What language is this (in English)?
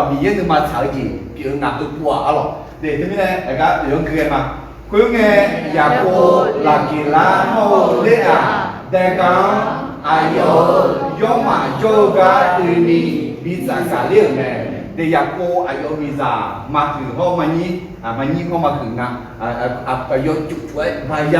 Akha